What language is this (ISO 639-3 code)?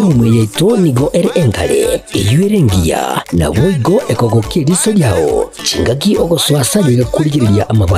guz